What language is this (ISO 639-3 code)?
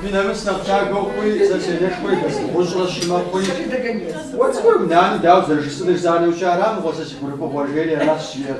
kbd